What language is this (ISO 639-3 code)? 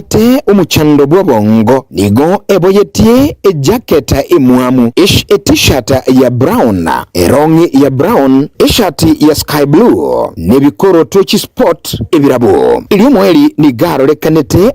guz